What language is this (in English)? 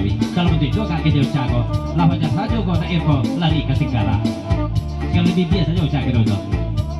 Minangkabau